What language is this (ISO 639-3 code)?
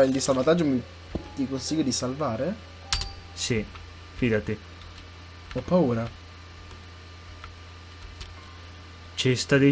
ita